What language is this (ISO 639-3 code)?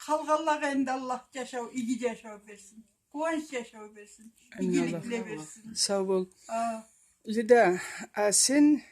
krc